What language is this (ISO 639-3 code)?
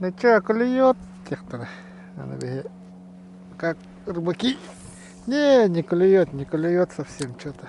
sah